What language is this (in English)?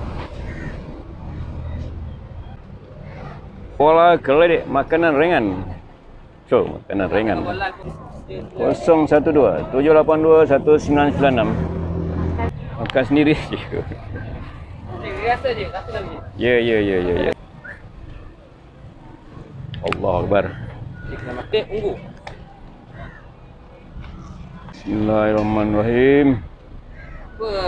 Malay